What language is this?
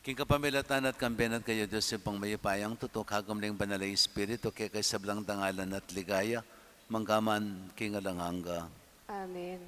Pampanga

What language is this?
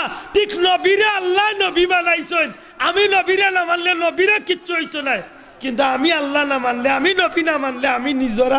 Sylheti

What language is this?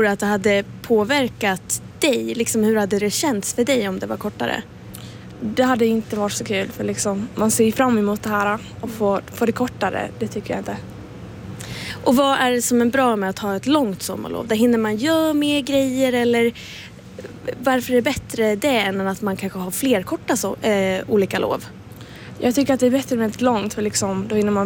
Swedish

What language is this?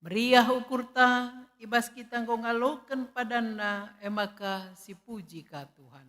Batak Karo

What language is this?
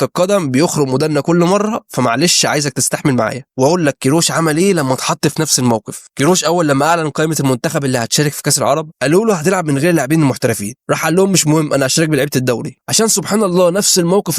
Egyptian Arabic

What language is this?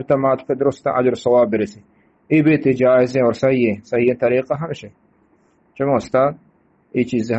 Eastern Balochi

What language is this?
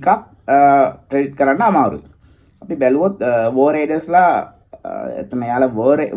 Sinhala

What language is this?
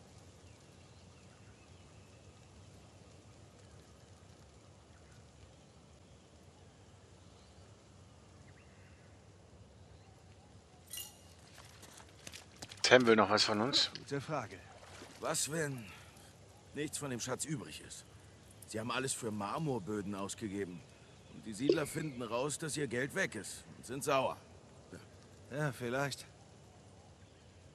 German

